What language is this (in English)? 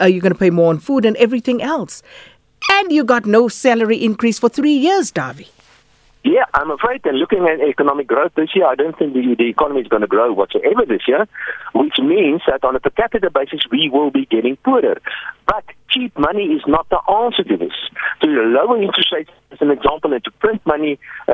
English